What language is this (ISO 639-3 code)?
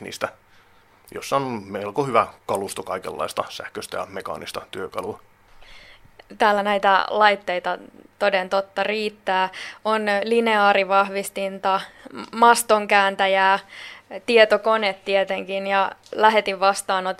fin